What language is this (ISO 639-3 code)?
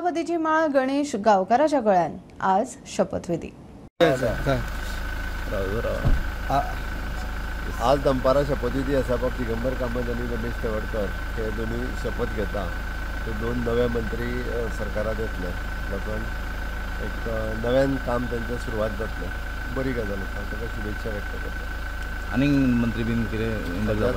kok